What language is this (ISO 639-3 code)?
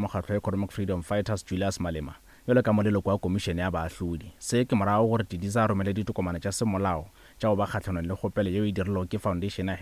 nso